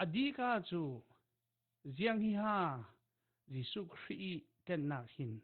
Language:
Falam Chin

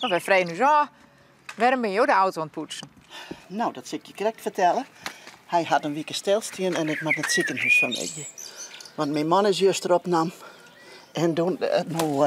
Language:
Western Frisian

